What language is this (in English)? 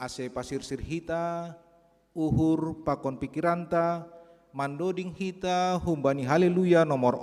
Batak Simalungun